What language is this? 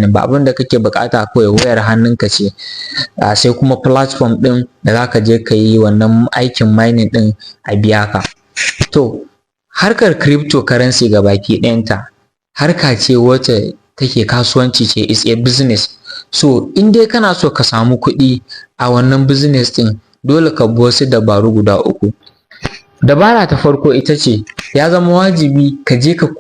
Hausa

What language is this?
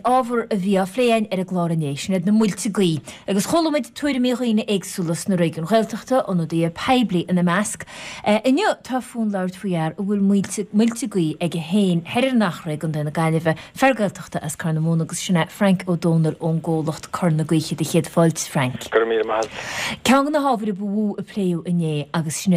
Irish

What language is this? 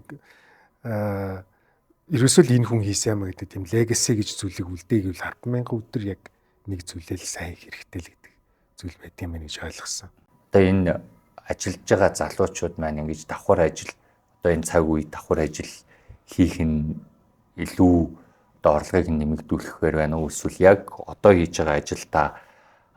Mongolian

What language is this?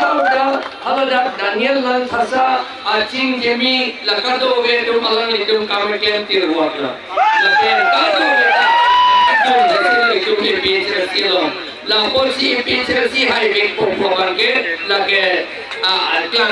Karbi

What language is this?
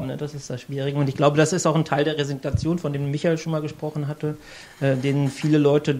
German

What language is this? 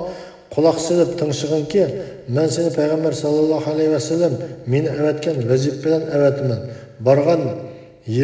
Uyghur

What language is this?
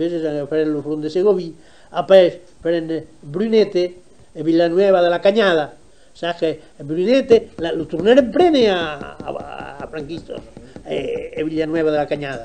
Occitan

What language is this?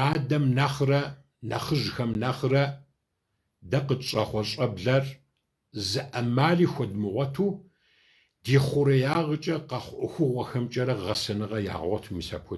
Kabardian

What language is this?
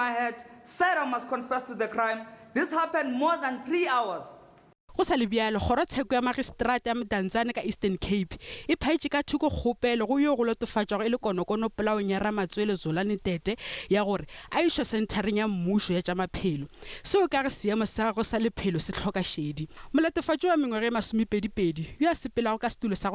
Northern Sotho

